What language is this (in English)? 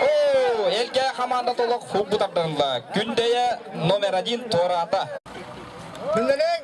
Yakut